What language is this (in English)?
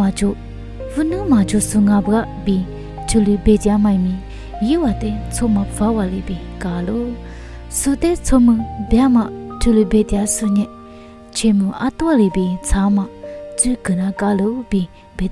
Lisu